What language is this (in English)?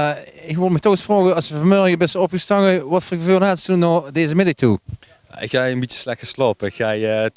Limburgish